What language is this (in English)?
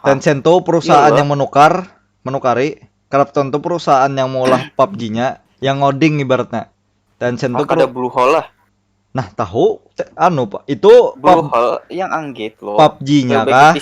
Banjar